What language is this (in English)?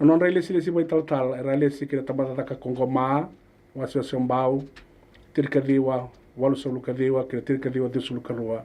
Fijian